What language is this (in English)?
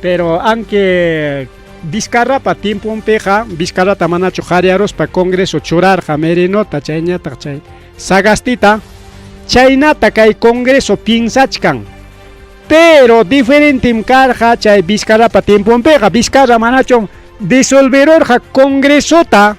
Ayacucho Quechua